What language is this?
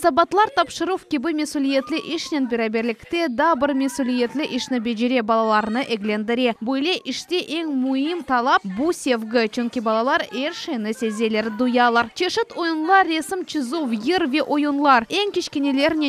Crimean Tatar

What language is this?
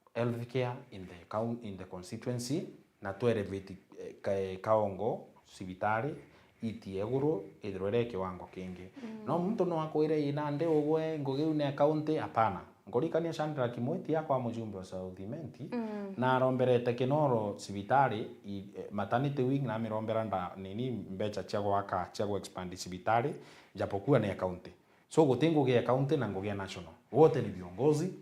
Meru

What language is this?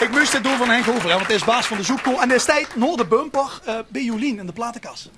Limburgish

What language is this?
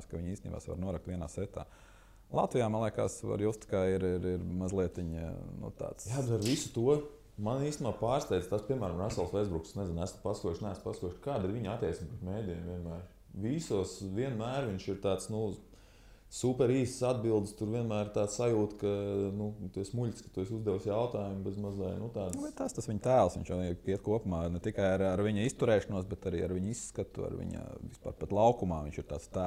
Latvian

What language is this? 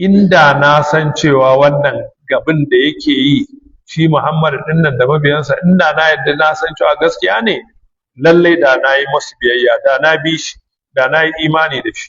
Hausa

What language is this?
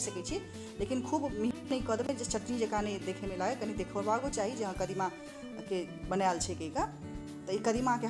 Maithili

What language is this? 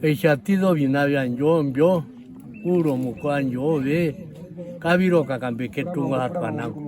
Herero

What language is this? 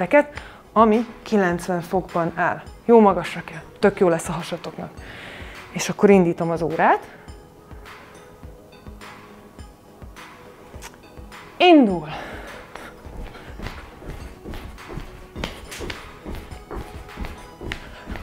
Hungarian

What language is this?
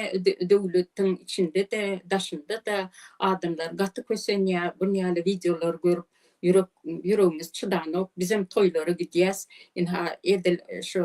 Turkmen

